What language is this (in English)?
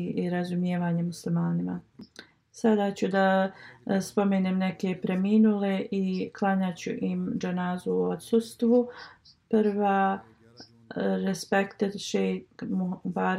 Bosnian